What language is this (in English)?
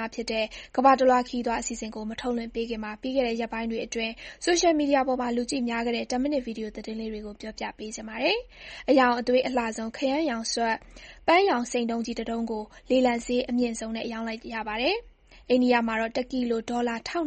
Burmese